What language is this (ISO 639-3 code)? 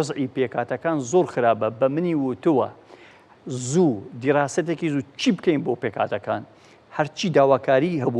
ckb